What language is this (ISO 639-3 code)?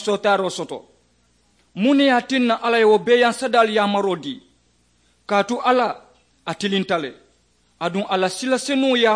man